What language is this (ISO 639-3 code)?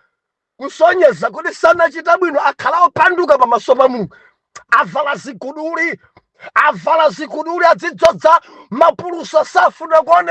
nya